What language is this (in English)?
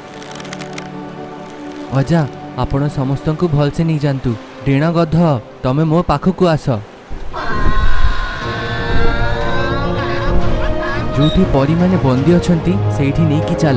Odia